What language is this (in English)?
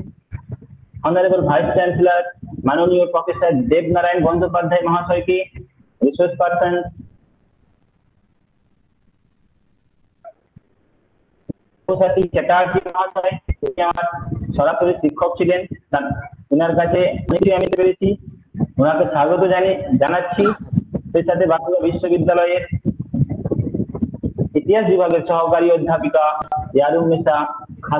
Bangla